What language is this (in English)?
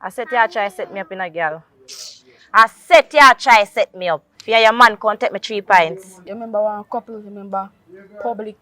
Jamaican Creole English